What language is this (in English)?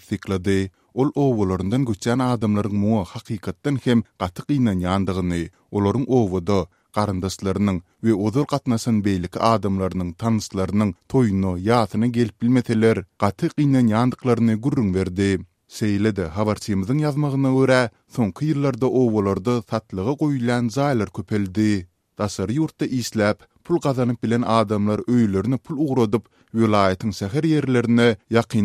Turkmen